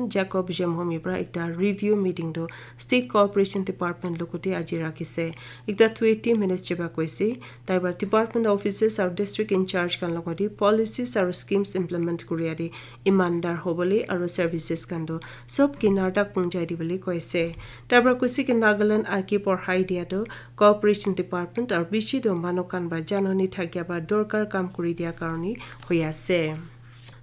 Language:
Naga Pidgin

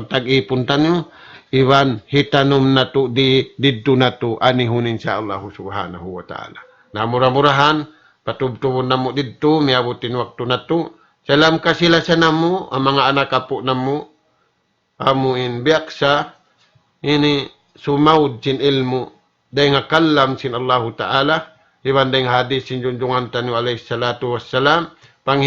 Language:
Tausug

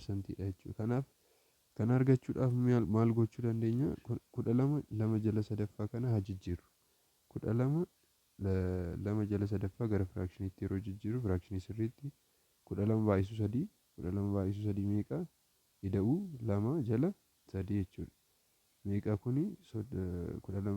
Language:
Oromo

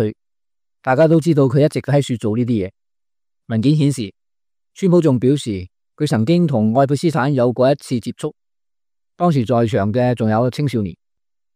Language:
Cantonese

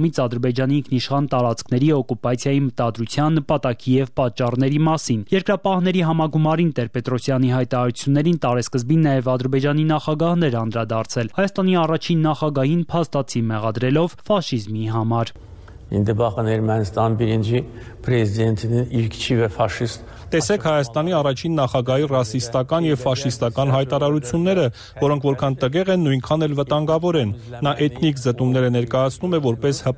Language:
Armenian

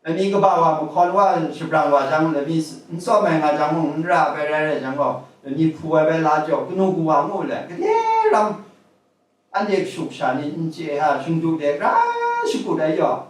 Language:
Kachin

